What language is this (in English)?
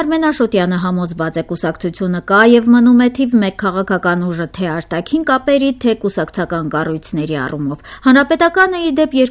Armenian